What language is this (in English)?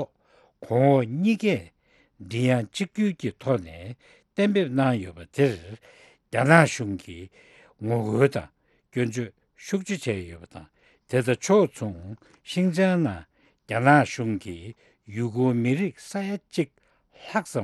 Tibetan